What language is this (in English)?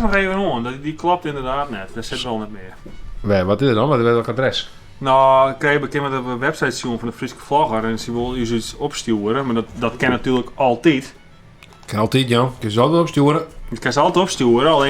Western Frisian